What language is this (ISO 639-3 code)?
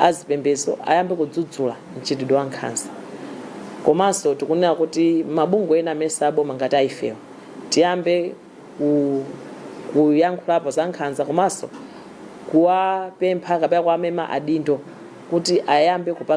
nya